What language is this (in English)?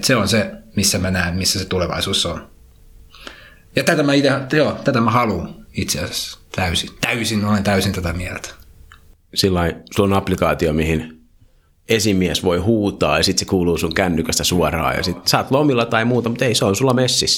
Finnish